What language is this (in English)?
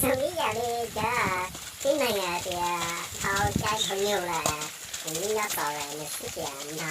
Hmong